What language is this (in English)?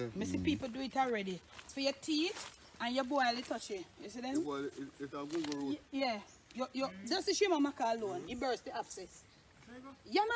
Jamaican Creole English